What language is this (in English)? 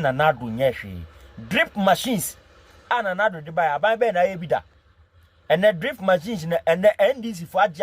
Akan